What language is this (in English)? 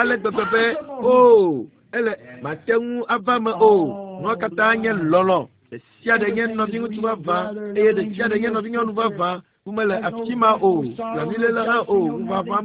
Ewe